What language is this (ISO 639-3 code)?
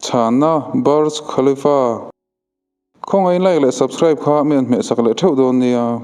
lus